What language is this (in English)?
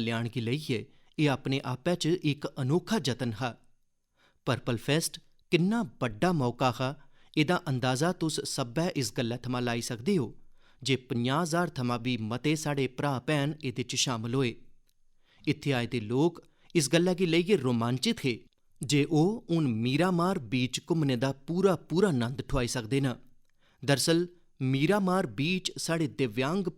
Dogri